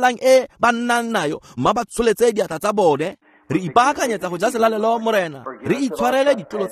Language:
Tswana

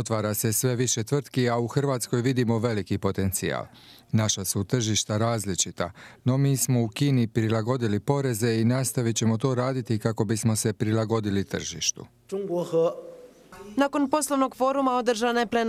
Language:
Croatian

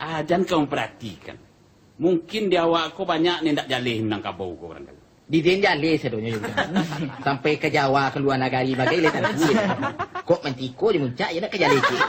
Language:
Minangkabau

